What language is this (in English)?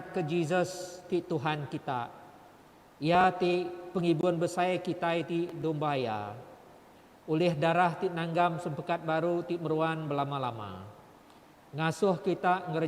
Iban